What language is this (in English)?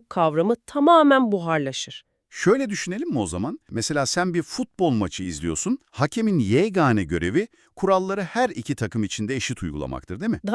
Turkmen